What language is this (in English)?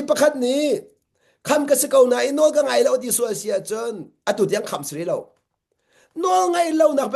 Hakha Chin